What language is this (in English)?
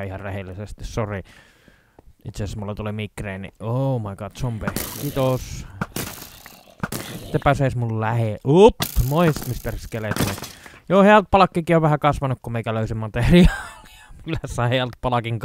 Finnish